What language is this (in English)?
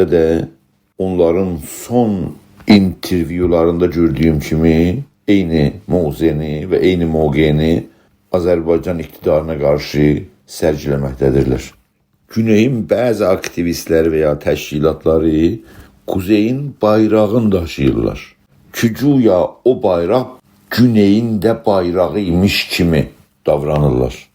South Azerbaijani